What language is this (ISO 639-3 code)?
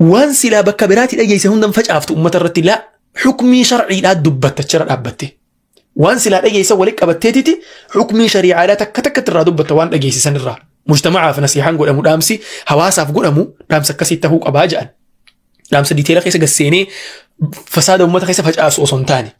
orm